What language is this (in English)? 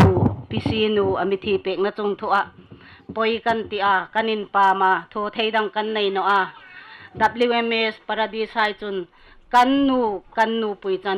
Hmar